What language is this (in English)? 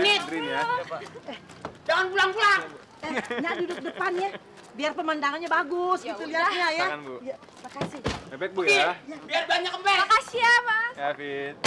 Betawi